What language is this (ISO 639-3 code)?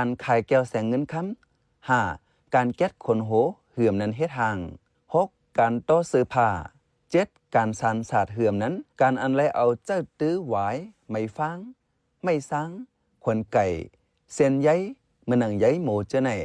shn